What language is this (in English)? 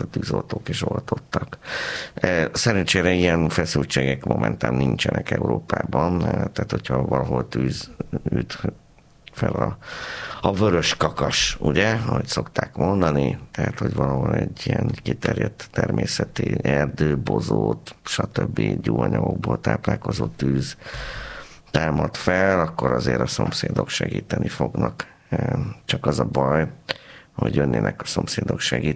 Hungarian